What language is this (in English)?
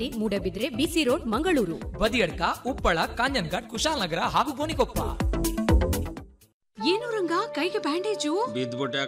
Kannada